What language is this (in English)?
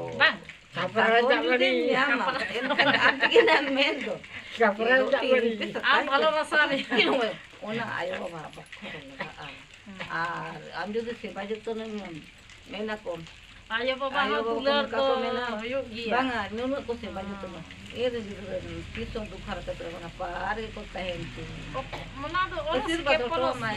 Santali